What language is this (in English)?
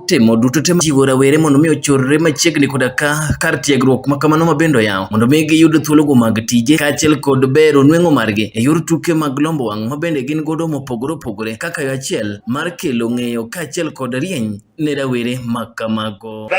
Luo (Kenya and Tanzania)